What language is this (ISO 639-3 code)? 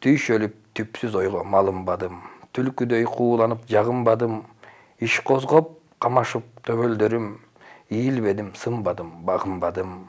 kir